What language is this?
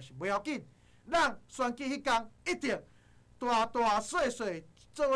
Min Nan Chinese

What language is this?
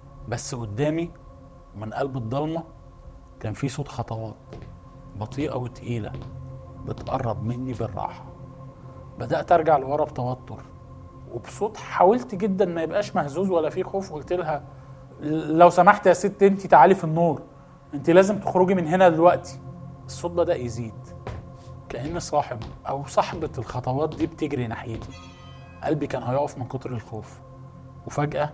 Egyptian Arabic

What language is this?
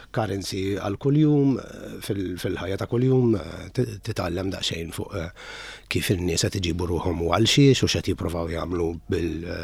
Maltese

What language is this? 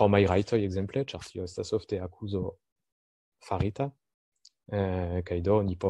Esperanto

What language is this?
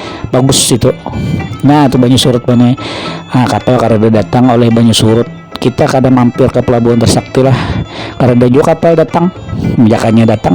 Banjar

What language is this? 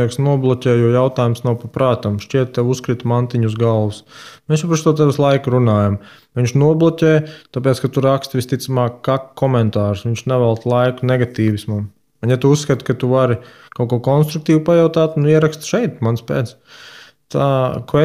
Latvian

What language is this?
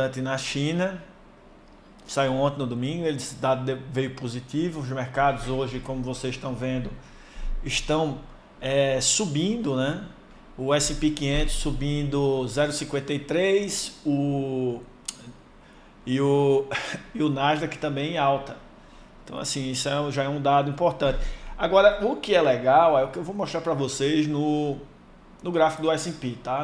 Portuguese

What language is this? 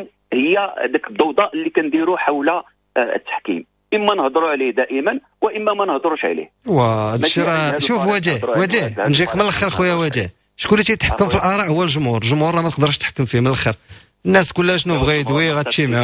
Moroccan Arabic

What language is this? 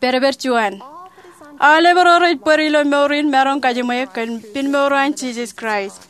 Marshallese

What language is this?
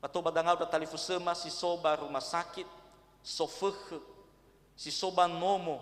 Nias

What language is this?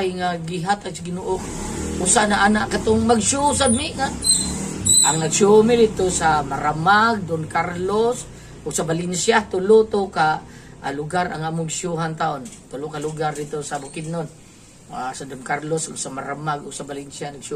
Cebuano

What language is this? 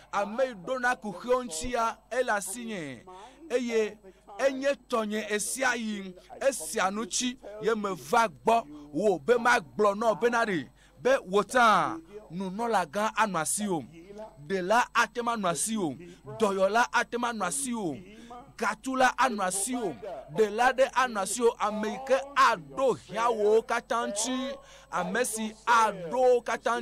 Ewe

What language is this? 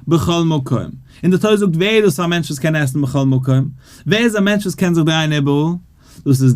Yiddish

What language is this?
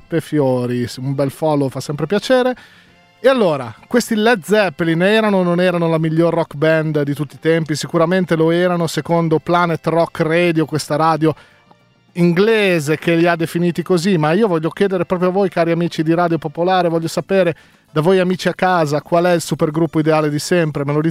Italian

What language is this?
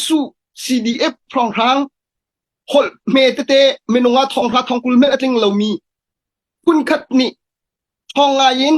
Hakha Chin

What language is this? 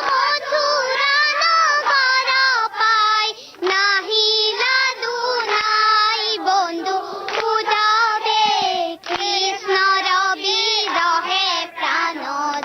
Assamese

